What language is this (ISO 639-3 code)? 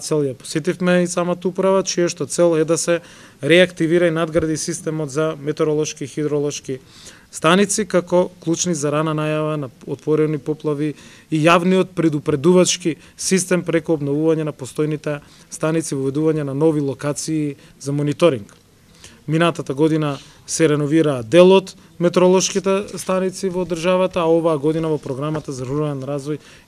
mkd